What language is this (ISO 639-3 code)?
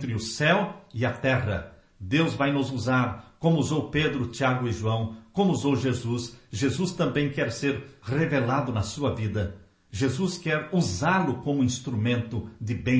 por